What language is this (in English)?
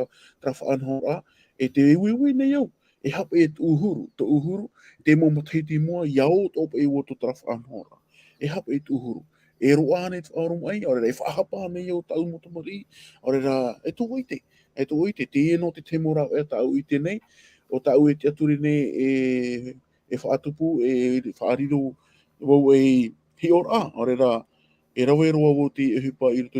Tahitian